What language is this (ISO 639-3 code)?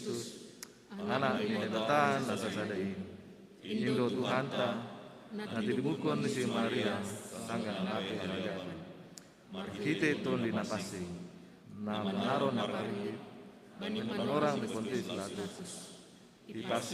bts